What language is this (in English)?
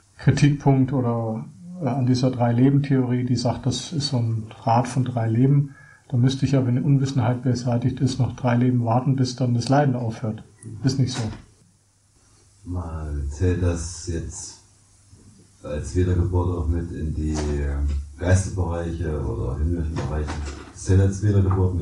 German